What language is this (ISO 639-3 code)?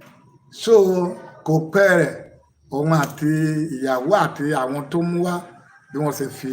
yor